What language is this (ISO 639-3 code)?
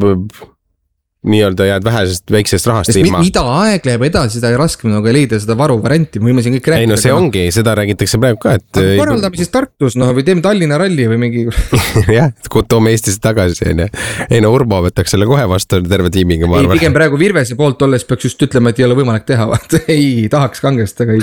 est